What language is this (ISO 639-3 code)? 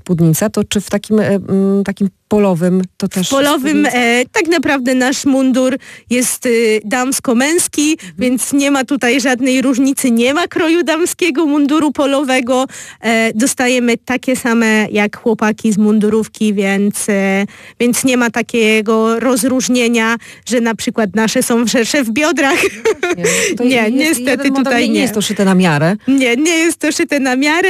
pol